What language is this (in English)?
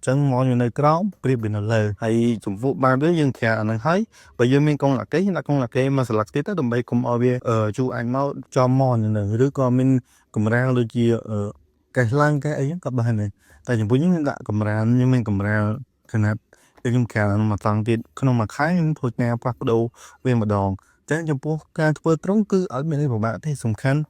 Khmer